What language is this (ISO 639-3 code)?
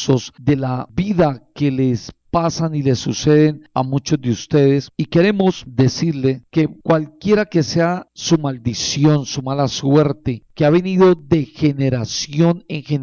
spa